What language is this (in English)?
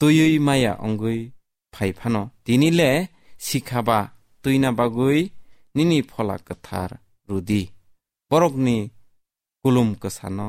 Kok Borok